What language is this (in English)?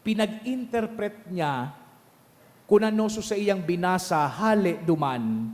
Bikol